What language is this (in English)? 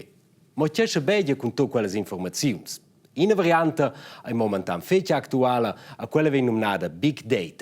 Romansh